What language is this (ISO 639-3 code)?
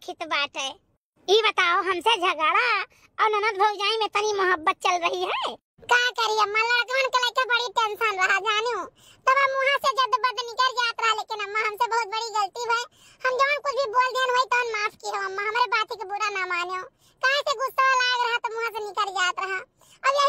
awa